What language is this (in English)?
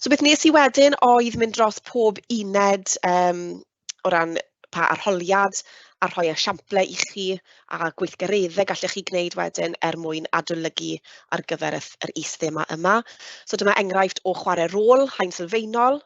Welsh